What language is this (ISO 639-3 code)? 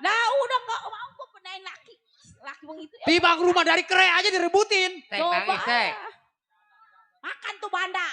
bew